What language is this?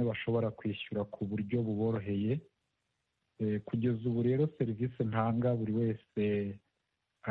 Kinyarwanda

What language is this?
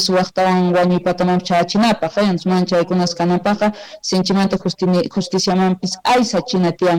Quechua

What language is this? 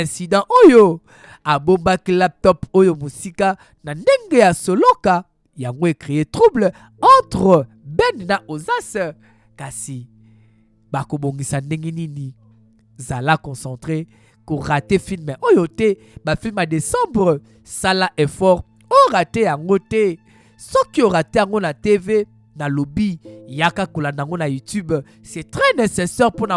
Lingala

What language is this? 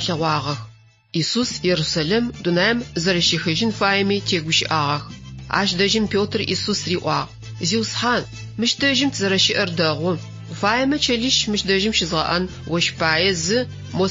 Adyghe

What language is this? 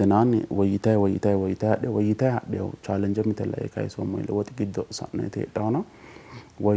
Sidamo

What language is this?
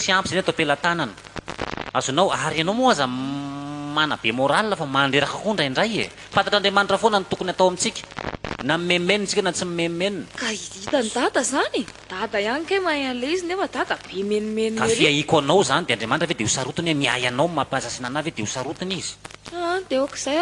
Malagasy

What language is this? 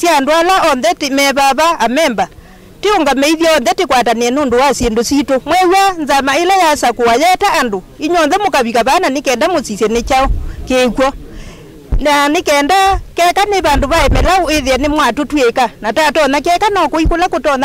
Kamba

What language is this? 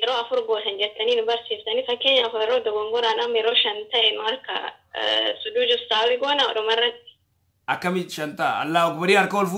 Oromo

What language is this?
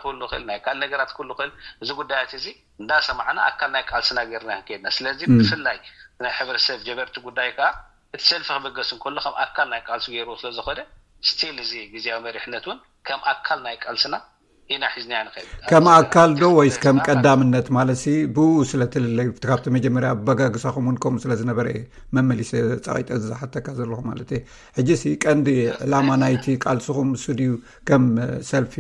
Tigrinya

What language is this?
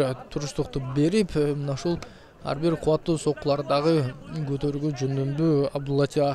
Kyrgyz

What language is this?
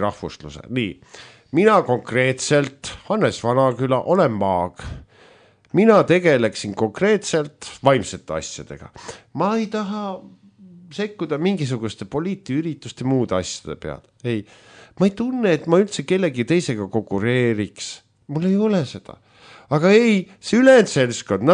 Estonian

